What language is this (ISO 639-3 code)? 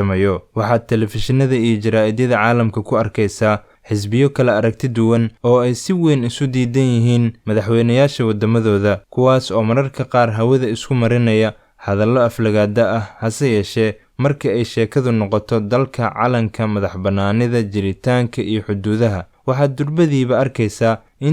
som